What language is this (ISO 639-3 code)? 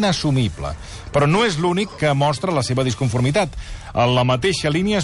cat